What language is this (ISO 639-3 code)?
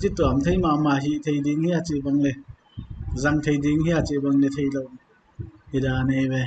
pck